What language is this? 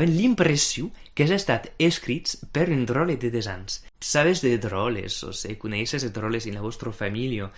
Occitan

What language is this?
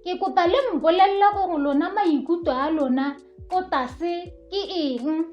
Tswana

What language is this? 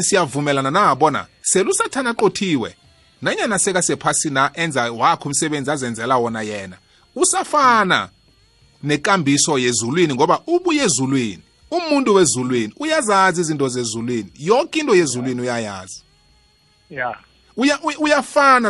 South Ndebele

